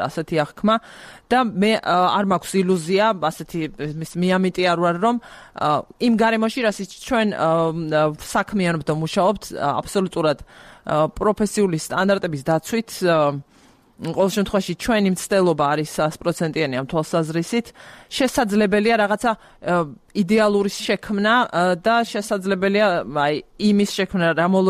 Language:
Georgian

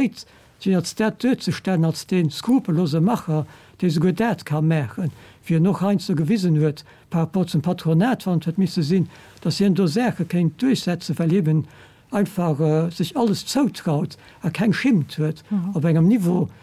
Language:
Luxembourgish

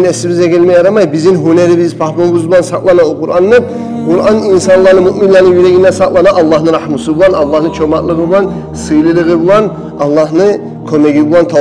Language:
Kumyk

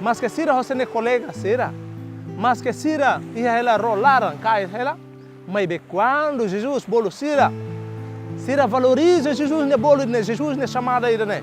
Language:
Tetum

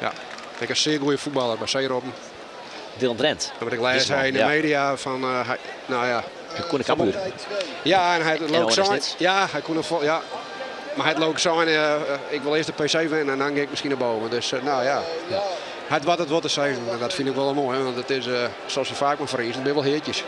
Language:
Western Frisian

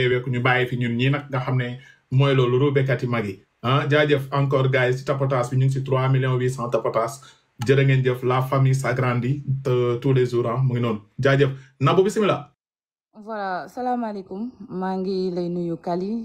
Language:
Wolof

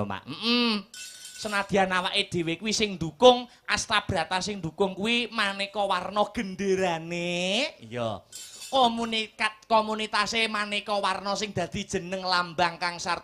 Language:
Javanese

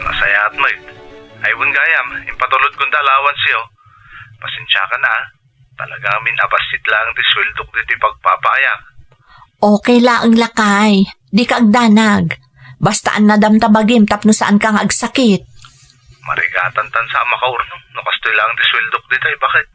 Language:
Iloko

